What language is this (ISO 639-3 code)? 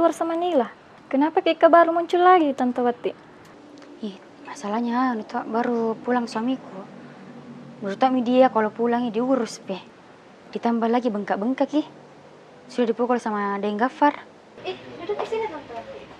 mfp